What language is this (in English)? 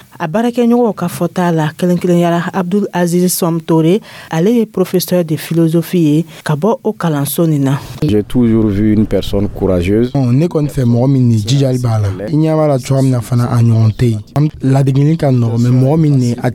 Dyula